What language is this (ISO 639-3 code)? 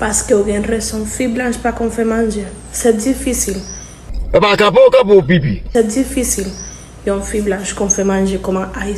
hat